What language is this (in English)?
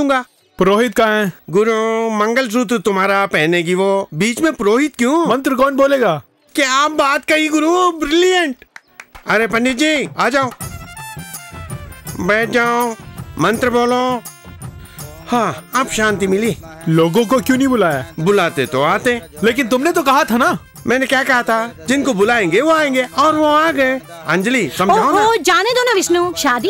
Hindi